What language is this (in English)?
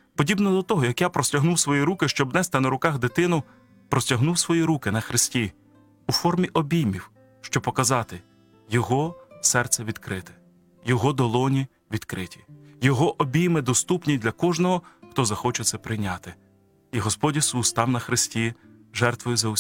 Ukrainian